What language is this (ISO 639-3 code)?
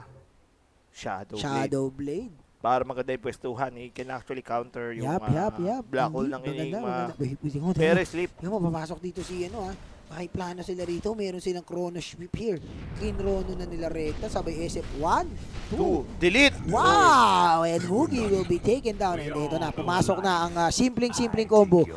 fil